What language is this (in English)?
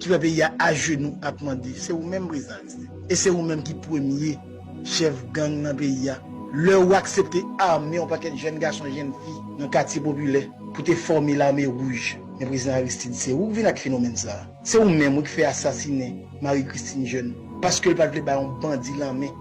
Haitian Creole